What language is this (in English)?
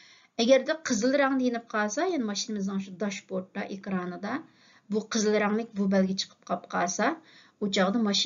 Uyghur